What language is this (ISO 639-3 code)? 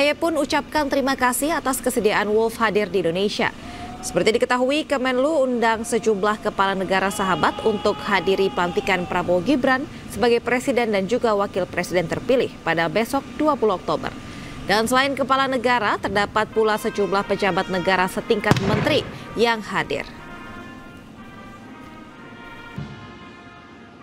ind